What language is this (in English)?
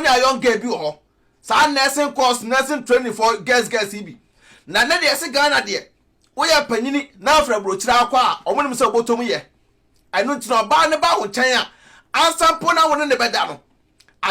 Akan